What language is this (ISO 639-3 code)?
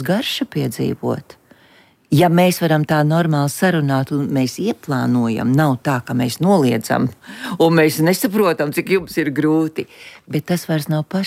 lav